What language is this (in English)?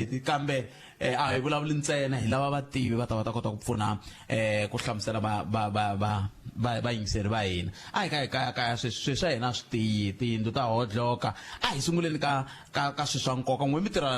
Tsonga